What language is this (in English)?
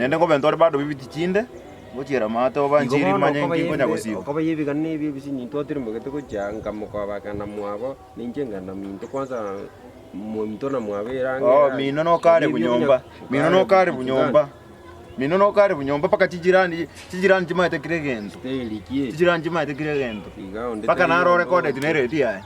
Gusii